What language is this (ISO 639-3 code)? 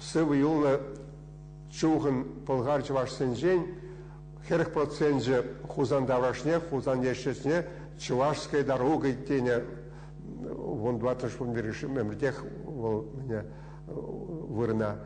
chv